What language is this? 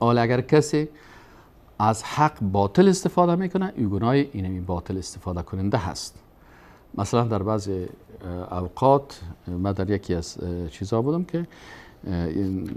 Persian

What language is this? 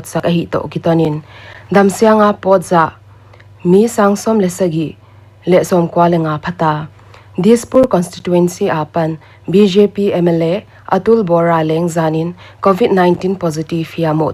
Paite Chin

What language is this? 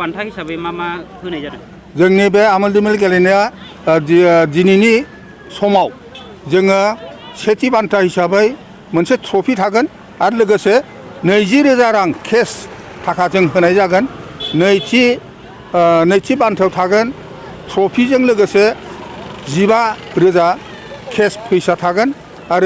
Bodo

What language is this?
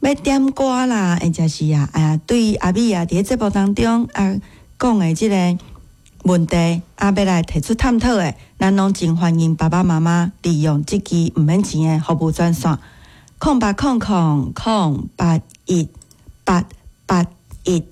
Min Nan Chinese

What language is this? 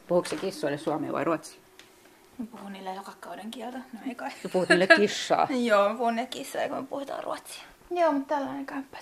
Finnish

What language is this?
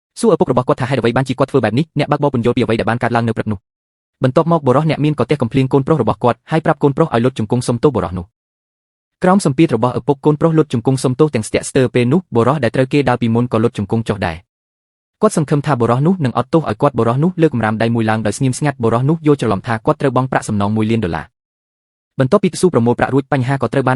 Khmer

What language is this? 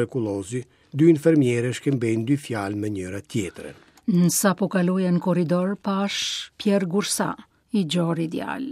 Albanian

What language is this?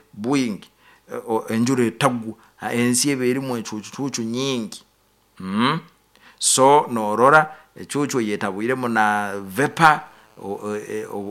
Nyoro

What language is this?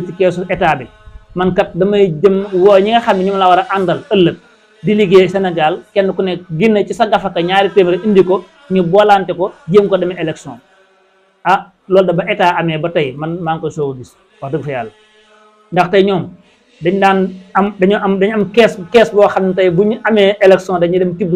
Wolof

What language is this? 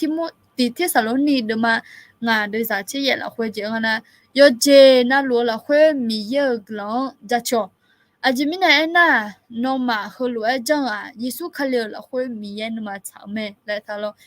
Akha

